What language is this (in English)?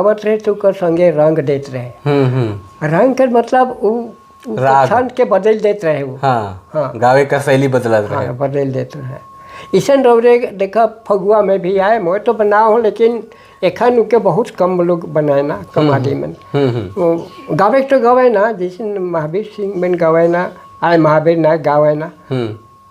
Sadri